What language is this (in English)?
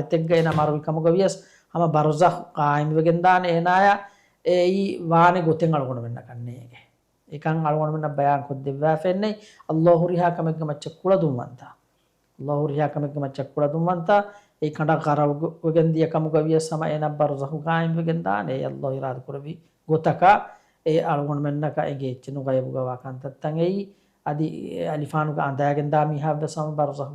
Divehi